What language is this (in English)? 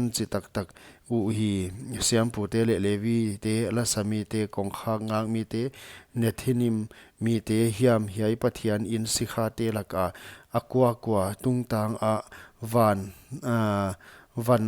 Paite Chin